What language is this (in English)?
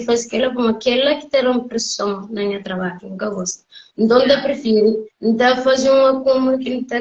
Kabuverdianu